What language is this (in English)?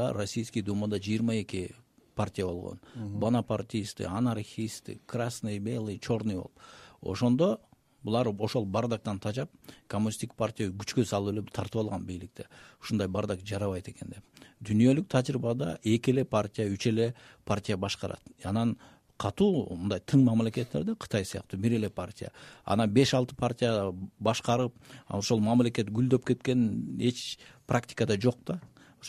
Kyrgyz